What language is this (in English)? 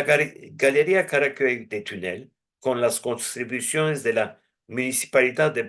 Ladino